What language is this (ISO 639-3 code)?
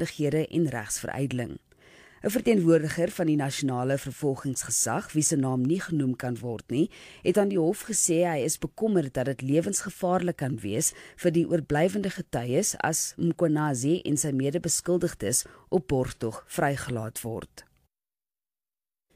afr